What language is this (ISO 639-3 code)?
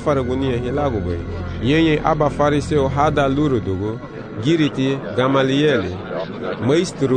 cab